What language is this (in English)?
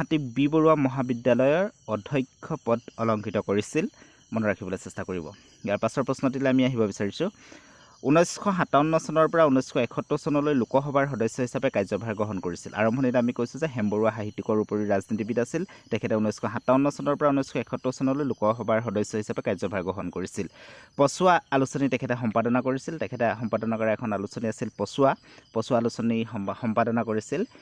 Assamese